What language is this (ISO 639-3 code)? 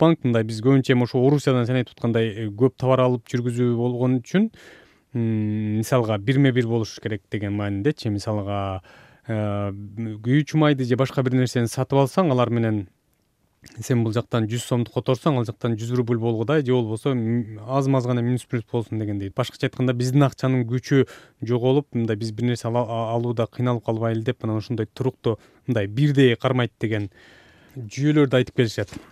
kir